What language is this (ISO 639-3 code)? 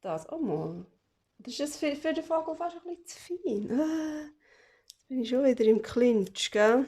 gsw